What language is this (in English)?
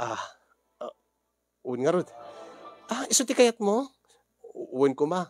Iloko